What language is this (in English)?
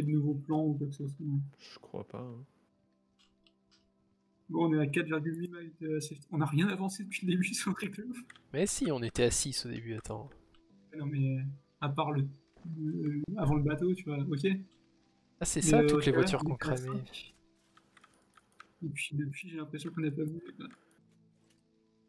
French